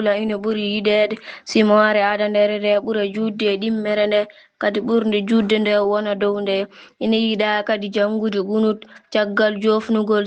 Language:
Fula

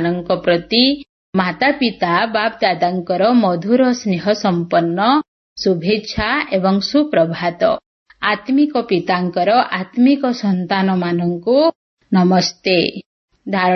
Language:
Odia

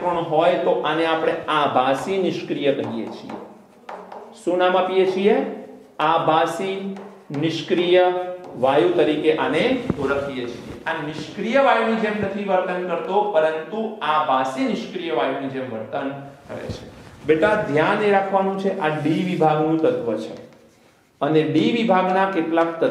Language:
Gujarati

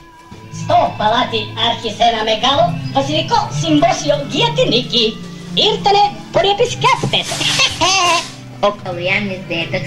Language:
Greek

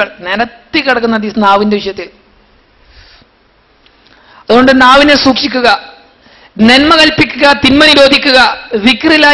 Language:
Malayalam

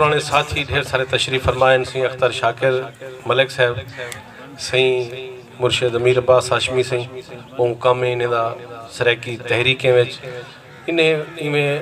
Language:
Saraiki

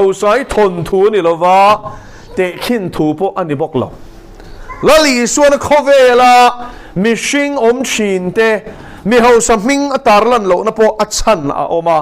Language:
Mizo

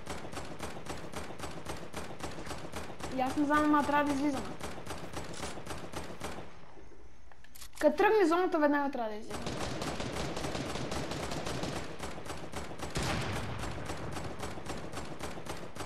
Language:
Bulgarian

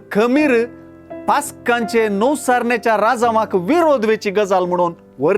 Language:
Konkani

